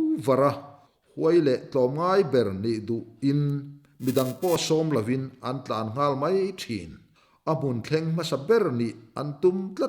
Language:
Mizo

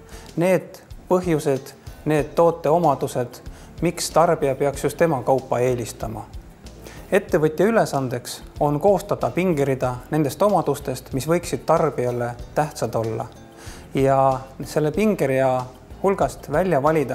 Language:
Estonian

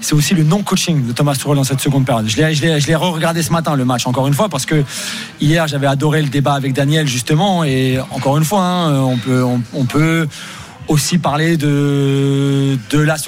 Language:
French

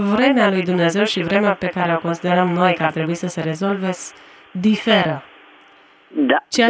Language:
Romanian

